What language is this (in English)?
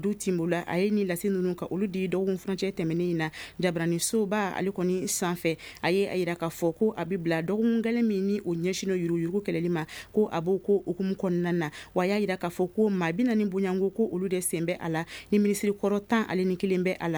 Bambara